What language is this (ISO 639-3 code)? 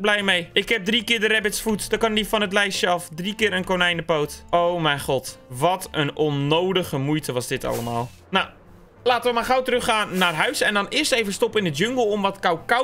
nld